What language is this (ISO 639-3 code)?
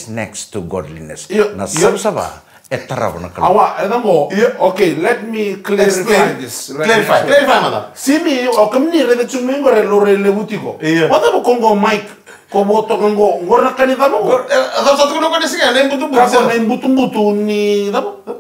fij